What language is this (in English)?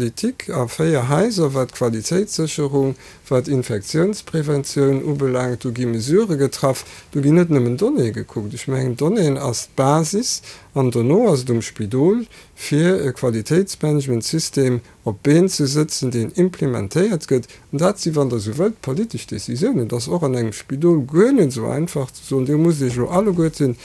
Luxembourgish